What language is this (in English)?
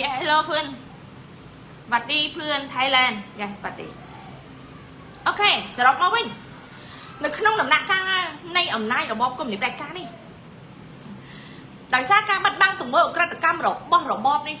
Khmer